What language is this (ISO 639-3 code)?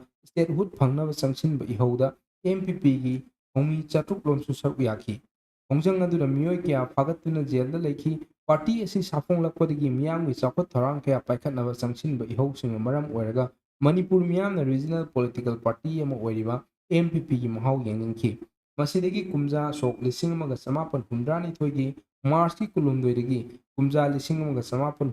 mni